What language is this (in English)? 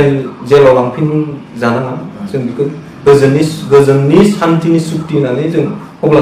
Bodo